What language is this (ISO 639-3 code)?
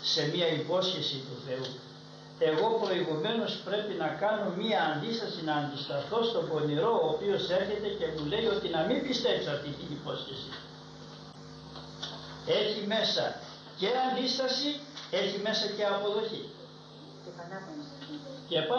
ell